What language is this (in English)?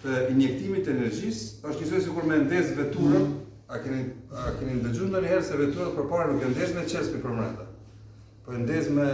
Albanian